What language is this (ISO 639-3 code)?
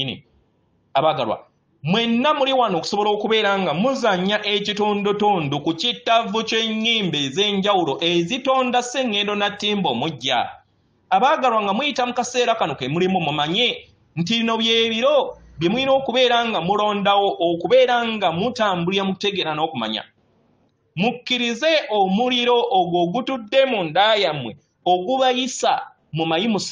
lug